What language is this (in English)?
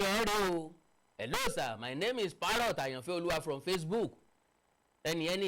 Yoruba